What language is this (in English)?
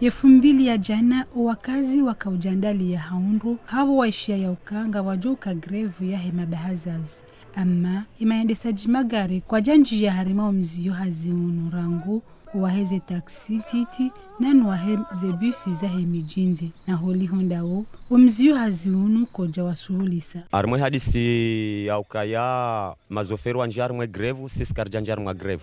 Ngazidja Comorian